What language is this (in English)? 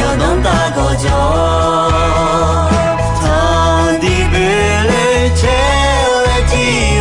Akha